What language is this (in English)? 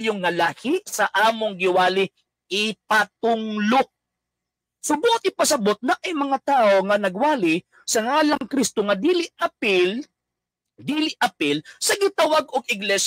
Cebuano